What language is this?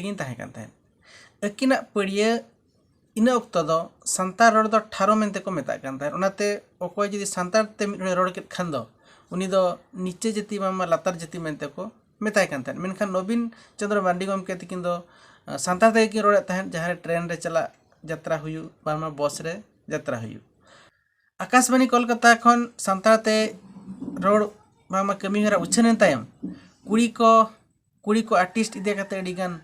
Santali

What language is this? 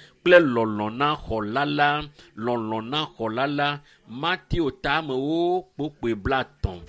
Ewe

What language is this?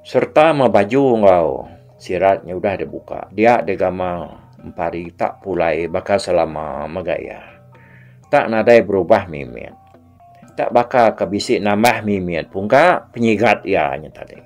Iban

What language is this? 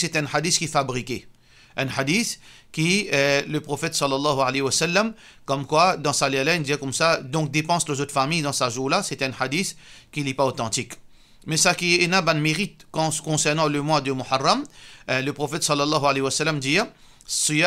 Morisyen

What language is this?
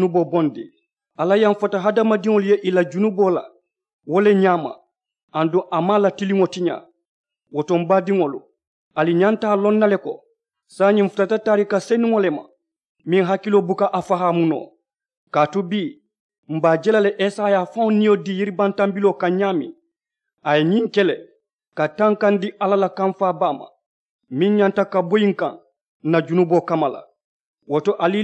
Mandingo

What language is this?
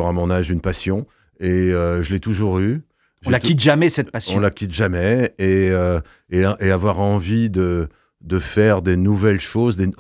French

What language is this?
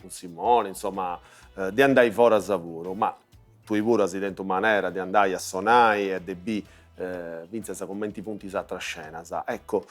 Sardinian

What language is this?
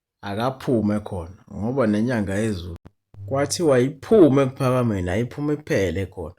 Zulu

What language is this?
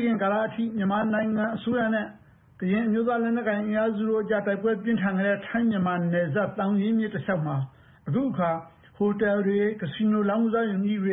Burmese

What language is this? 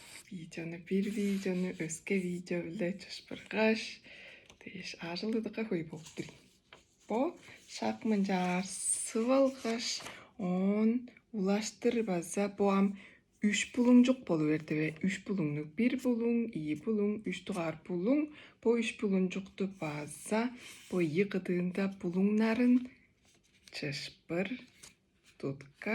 Tuvinian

